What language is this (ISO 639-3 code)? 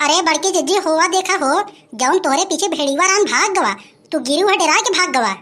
awa